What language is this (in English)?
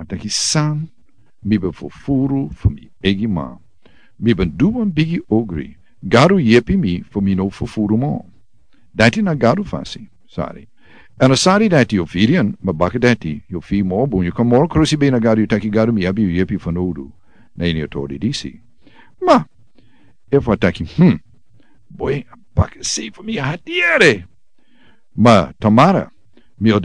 Sranan Tongo